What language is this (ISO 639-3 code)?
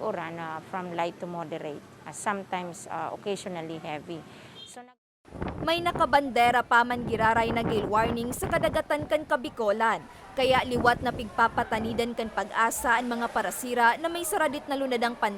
bik